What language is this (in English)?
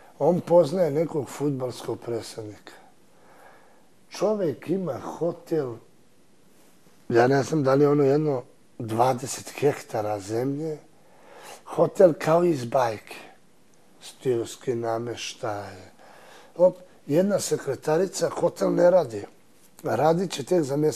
Serbian